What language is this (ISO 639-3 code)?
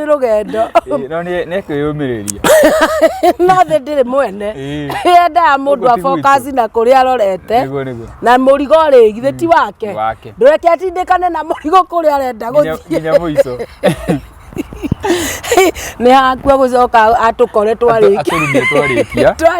kik